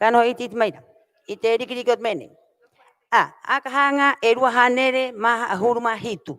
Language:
Rapanui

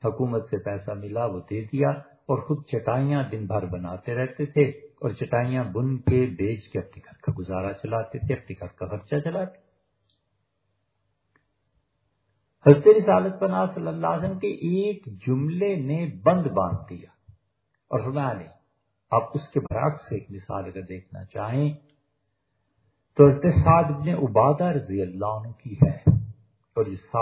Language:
Urdu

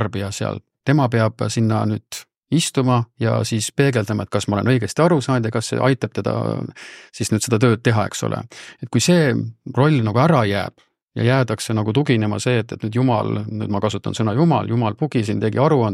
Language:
Estonian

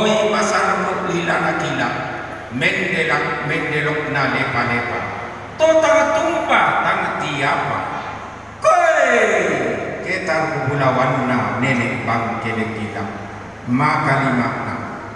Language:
Toraja-Sa'dan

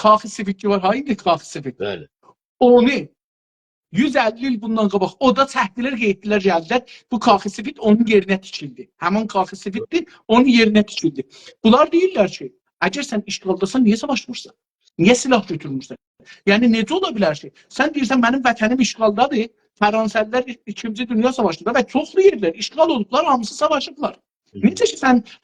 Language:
South Azerbaijani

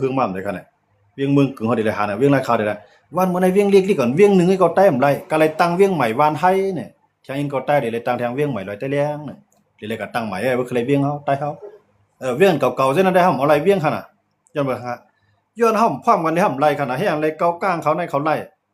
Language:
Shan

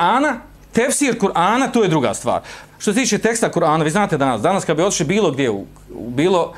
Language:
Bosnian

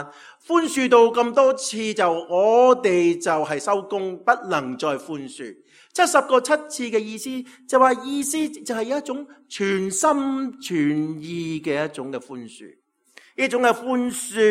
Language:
Cantonese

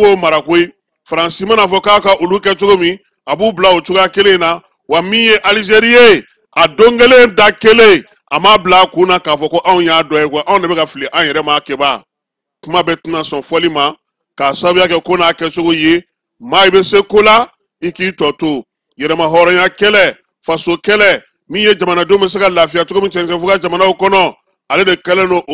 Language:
Bambara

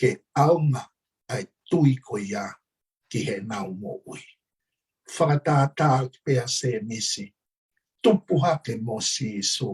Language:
Tongan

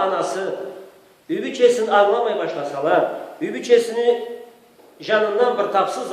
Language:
Karachay-Balkar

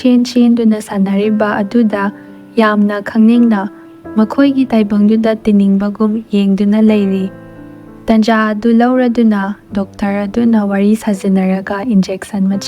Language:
Manipuri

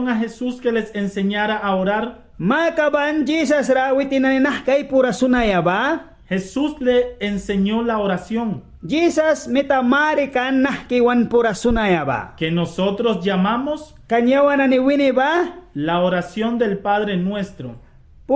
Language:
Mískito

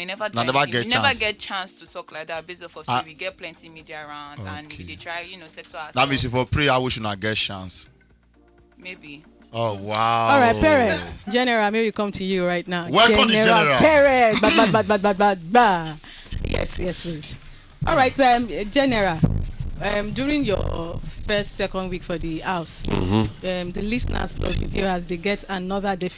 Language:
Nigerian Pidgin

